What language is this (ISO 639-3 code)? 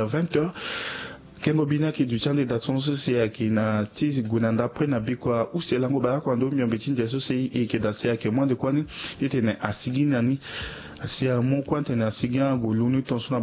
sag